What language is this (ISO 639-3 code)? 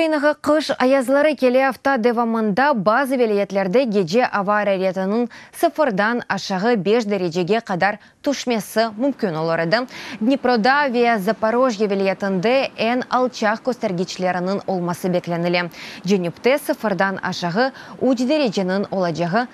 crh